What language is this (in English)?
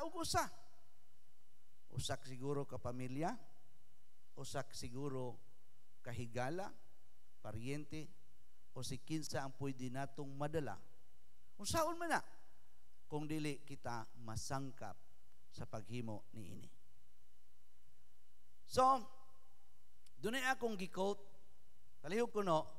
Cebuano